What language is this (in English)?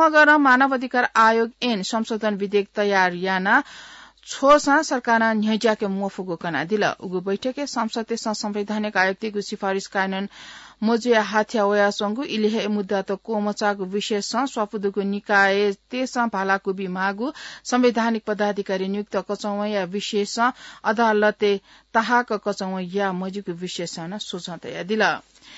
Newari